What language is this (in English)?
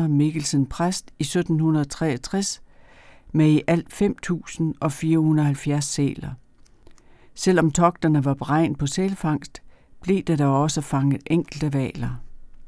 Danish